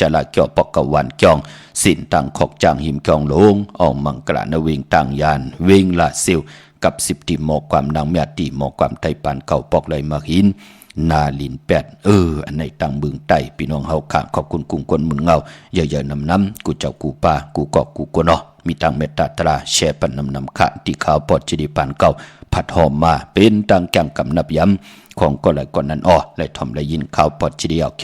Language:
Shan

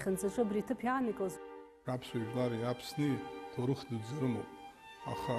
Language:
Abkhazian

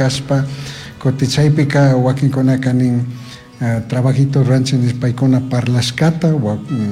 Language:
Chimborazo Highland Quichua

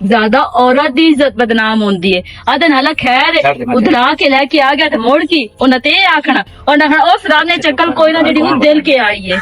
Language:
Western Panjabi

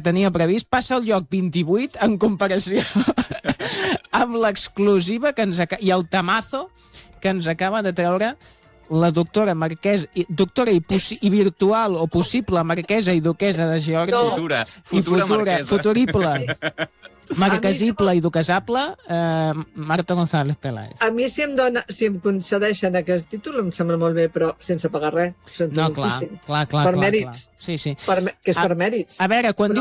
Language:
Catalan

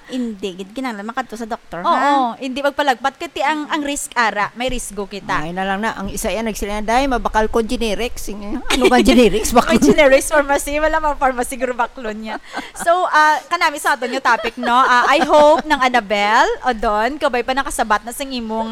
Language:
Hiligaynon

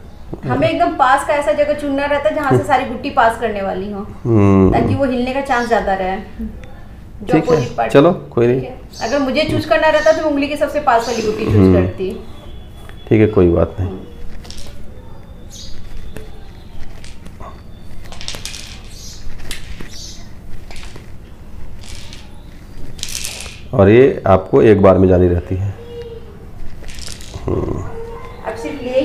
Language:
Hindi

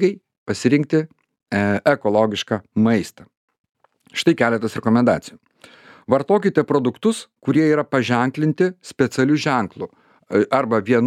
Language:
Lithuanian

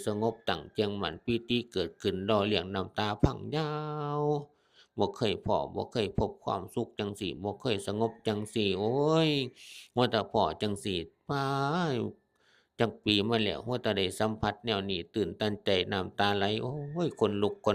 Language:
Northeastern Thai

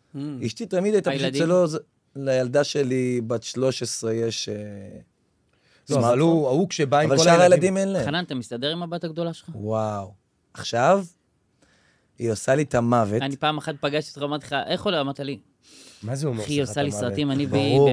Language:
Hebrew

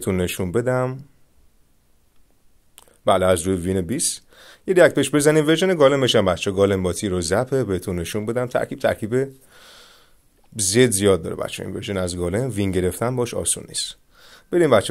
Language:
Persian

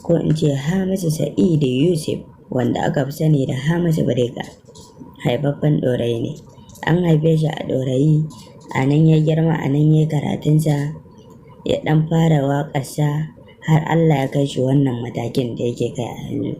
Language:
Hausa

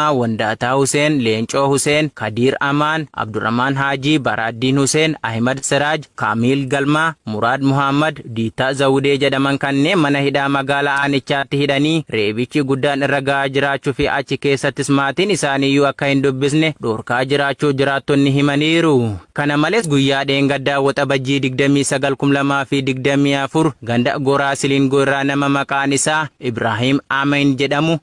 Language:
Oromo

